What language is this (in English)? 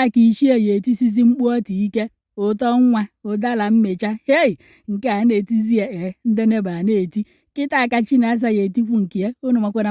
Igbo